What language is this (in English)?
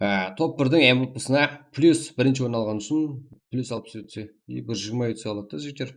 Kara-Kalpak